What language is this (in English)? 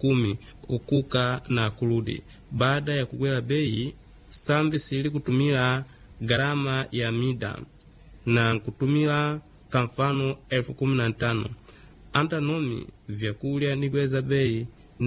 Swahili